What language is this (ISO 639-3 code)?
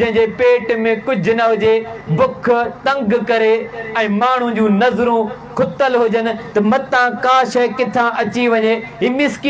snd